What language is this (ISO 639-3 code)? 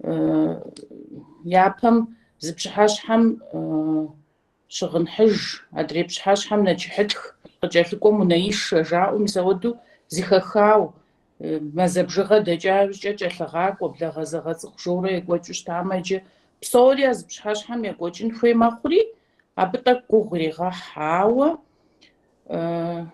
kbd